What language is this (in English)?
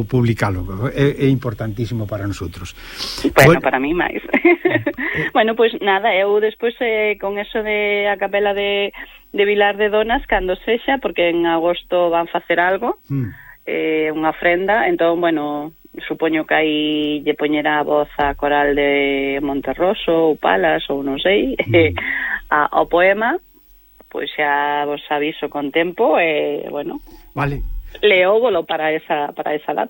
Galician